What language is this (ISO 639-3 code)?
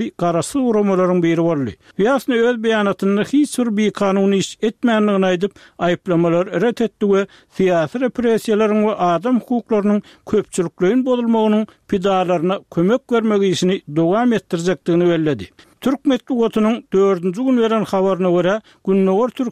tuk